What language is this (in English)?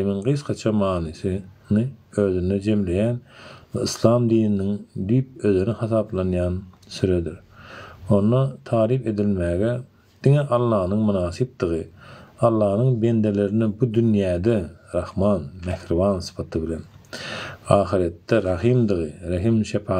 Turkmen